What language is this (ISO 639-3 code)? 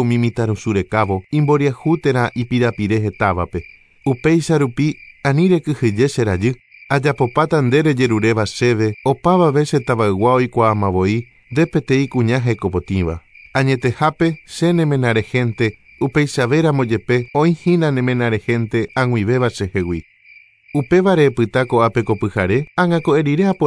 grn